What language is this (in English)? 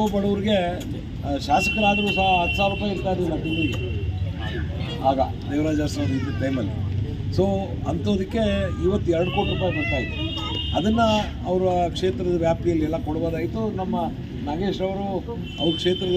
Kannada